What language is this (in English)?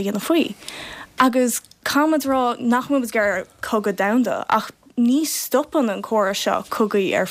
Irish